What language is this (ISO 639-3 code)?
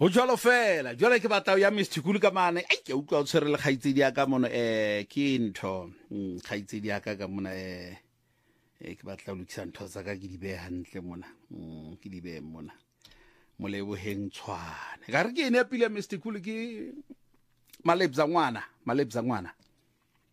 sot